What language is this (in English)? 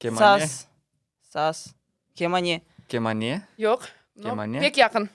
Crimean Tatar